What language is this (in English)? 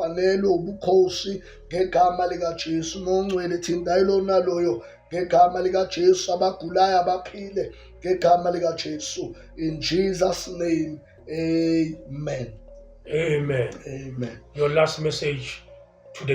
Zulu